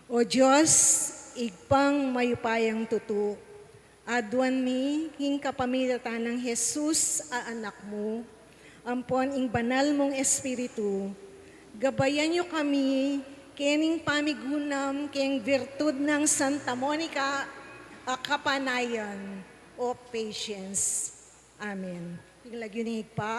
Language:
Pampanga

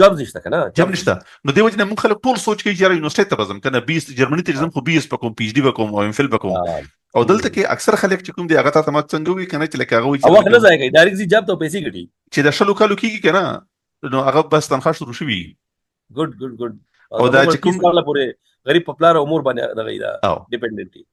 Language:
Pashto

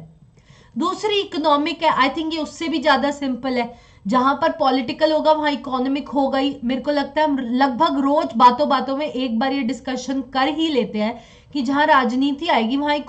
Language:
Hindi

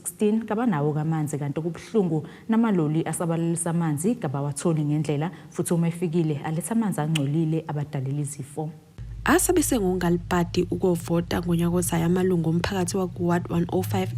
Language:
Zulu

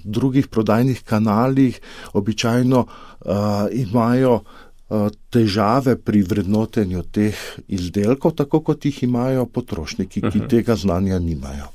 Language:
Slovenian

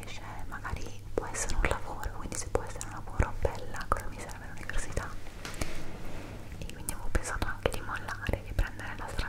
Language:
Italian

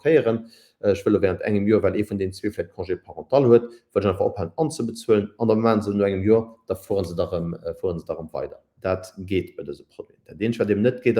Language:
Luxembourgish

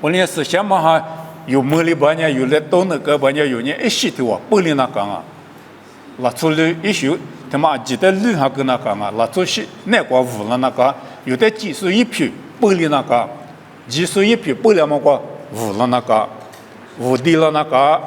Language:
Lisu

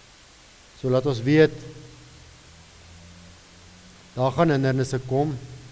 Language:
Afrikaans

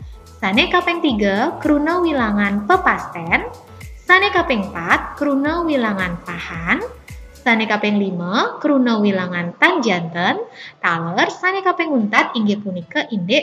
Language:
Balinese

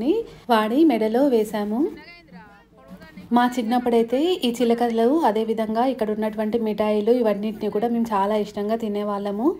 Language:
Telugu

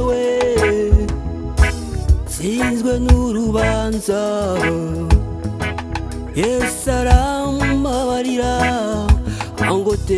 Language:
Kinyarwanda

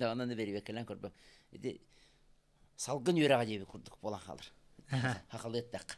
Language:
Yakut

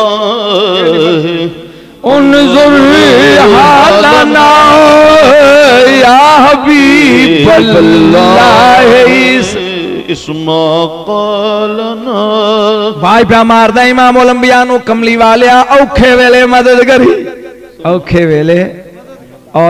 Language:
Punjabi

